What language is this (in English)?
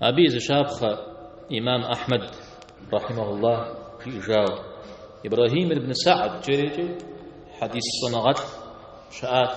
Kabardian